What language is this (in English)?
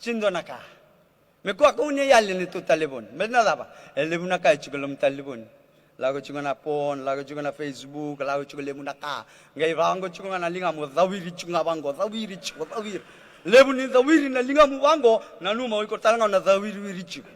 Fijian